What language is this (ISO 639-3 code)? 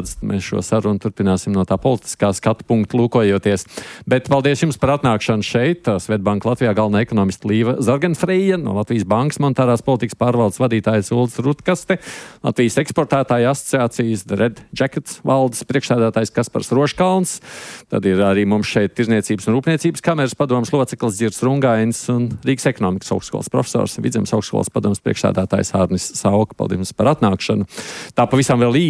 lav